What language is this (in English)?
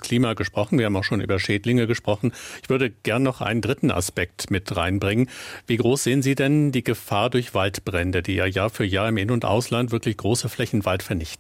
German